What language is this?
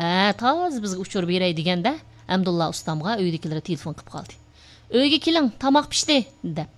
Uyghur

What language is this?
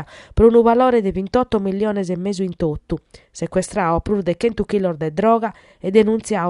Sardinian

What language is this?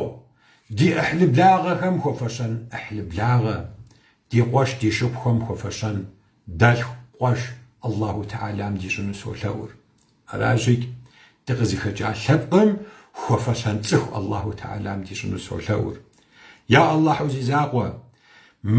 Kabardian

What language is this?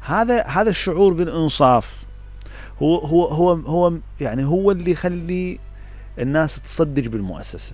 Mesopotamian Arabic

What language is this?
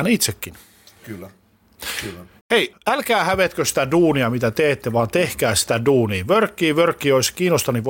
Finnish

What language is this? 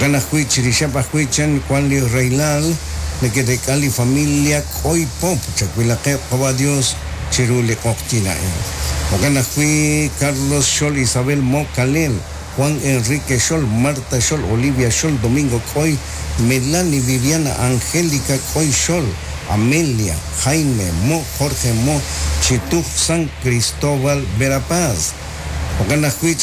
Kekchí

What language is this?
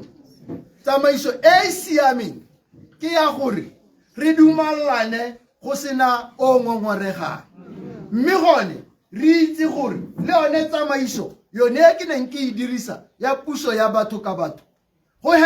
Tswana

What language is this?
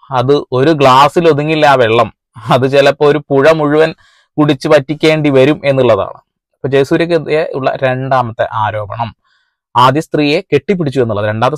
Malayalam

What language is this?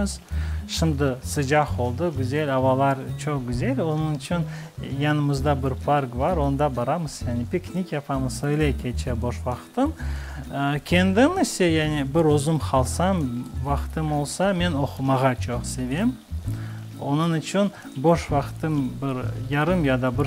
Crimean Tatar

